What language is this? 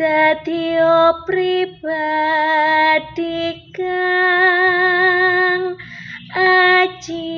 Javanese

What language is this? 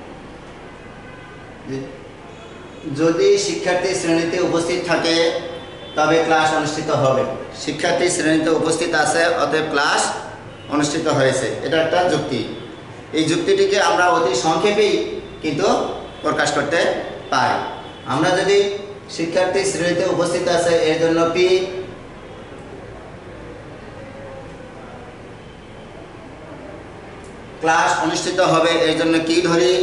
Bangla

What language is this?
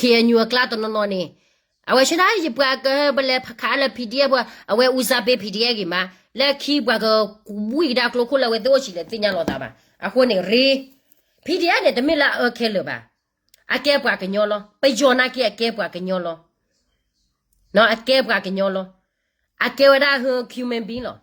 S'gaw Karen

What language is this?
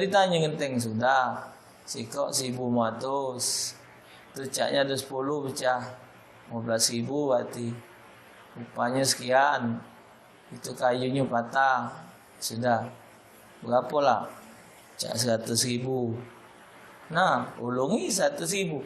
Musi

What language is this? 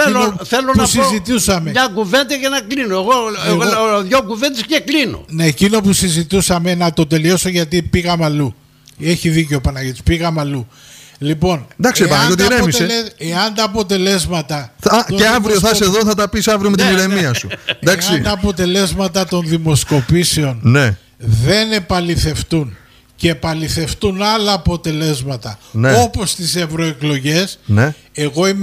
Greek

